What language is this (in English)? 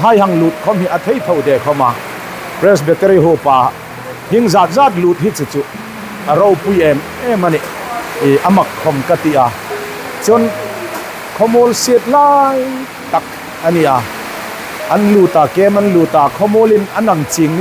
Hmar